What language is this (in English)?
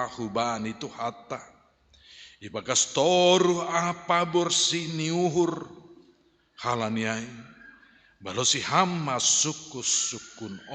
Batak Simalungun